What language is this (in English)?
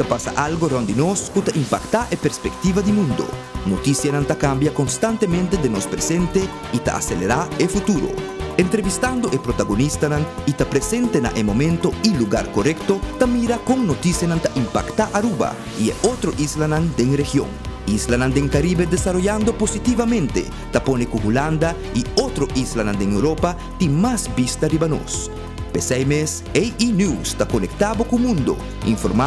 Papiamento